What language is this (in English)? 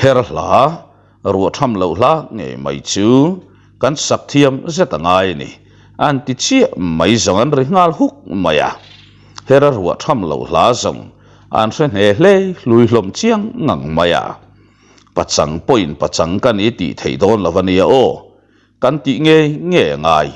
Mizo